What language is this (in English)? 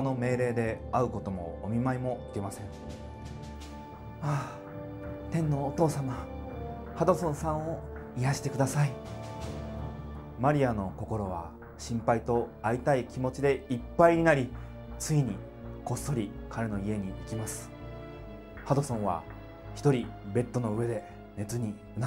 Japanese